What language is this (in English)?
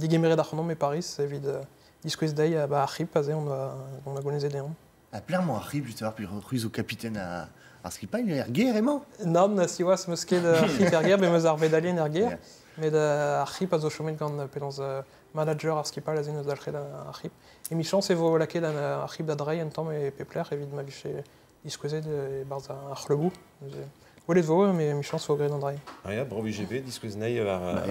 Breton